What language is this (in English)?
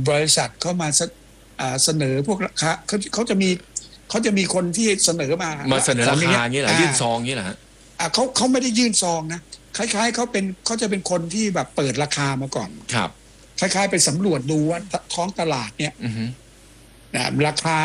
Thai